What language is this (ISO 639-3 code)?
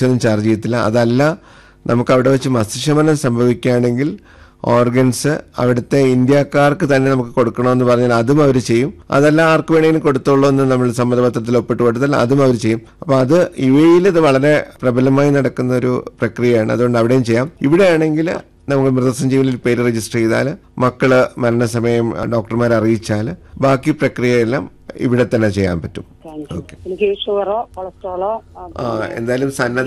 mal